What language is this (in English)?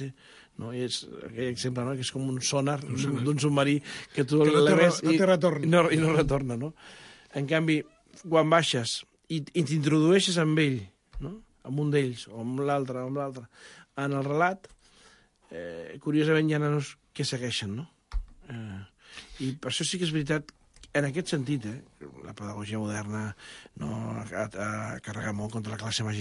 Catalan